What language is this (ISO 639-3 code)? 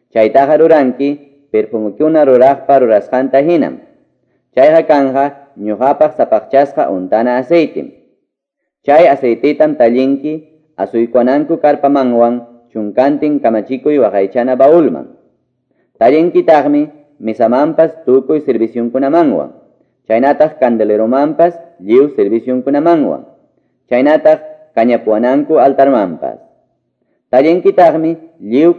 que